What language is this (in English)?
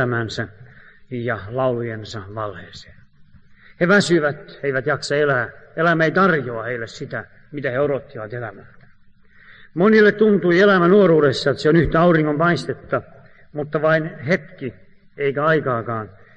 Finnish